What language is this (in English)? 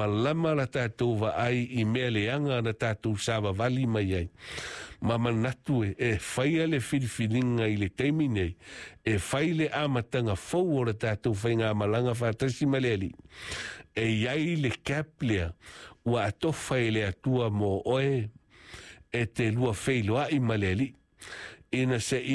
Samoan